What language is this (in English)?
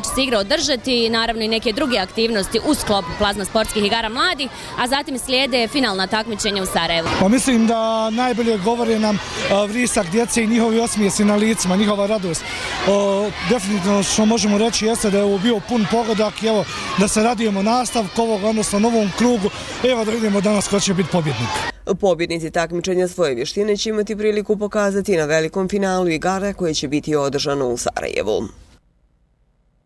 Bosnian